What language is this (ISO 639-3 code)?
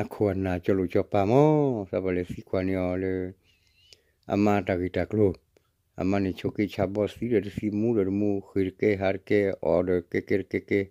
ksw